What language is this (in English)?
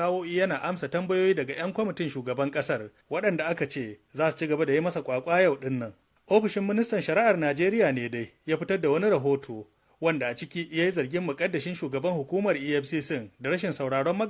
Hausa